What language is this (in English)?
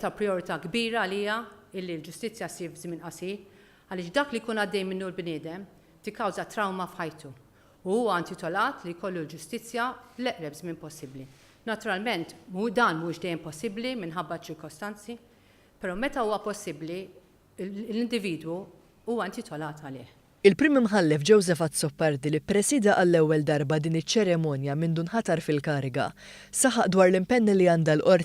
Maltese